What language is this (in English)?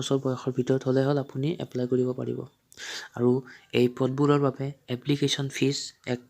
Assamese